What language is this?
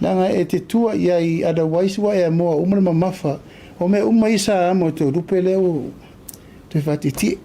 Samoan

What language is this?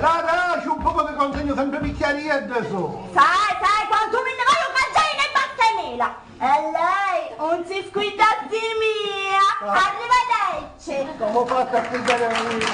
Sicilian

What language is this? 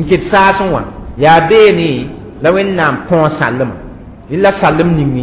Mossi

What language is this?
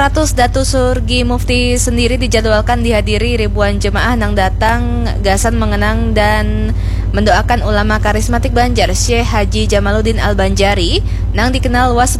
Banjar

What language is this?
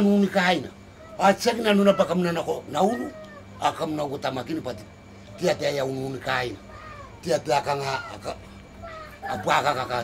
Gilbertese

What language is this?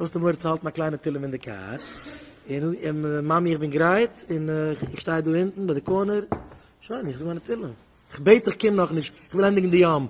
Yiddish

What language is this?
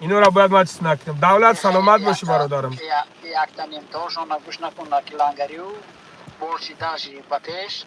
Tajik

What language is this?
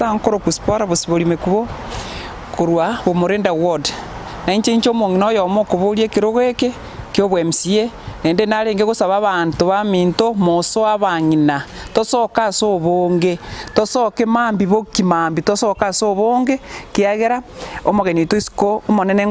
Gusii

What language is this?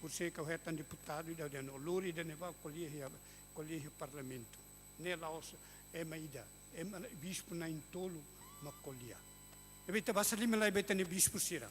Tetum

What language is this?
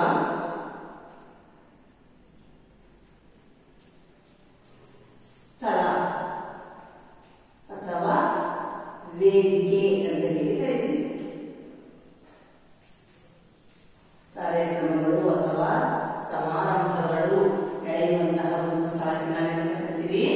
Kannada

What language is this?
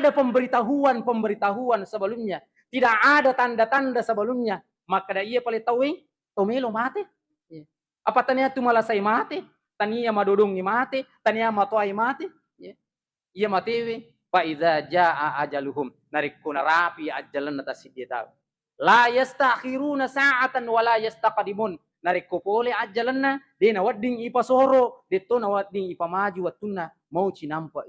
Buginese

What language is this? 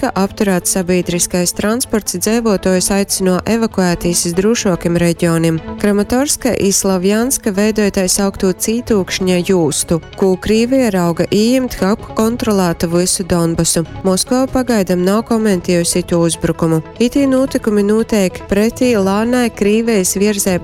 Latgalian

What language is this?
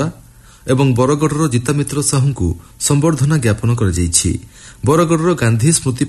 Odia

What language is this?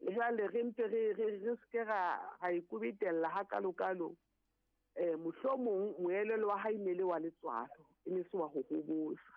Southern Sotho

